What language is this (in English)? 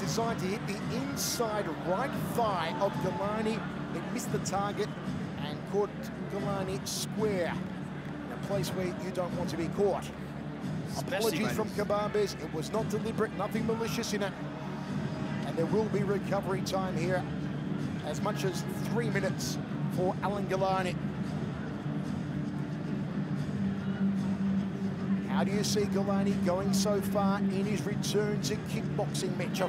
English